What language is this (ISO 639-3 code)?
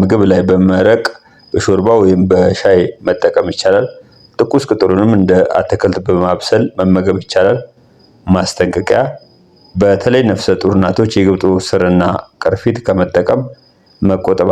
amh